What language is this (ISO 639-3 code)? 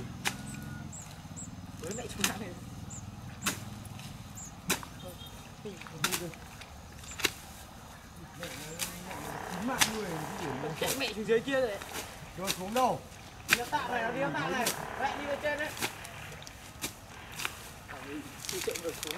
vie